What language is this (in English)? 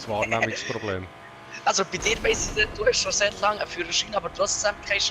Swiss German